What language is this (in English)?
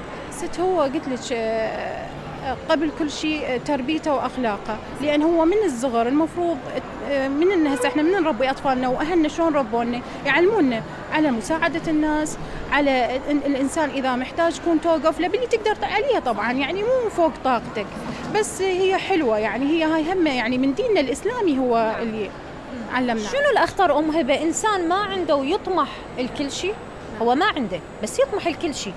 Mesopotamian Arabic